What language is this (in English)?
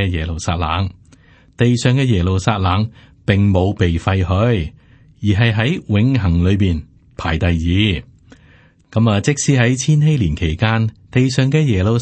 Cantonese